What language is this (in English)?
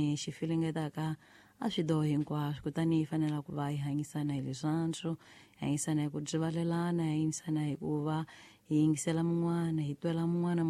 Tsonga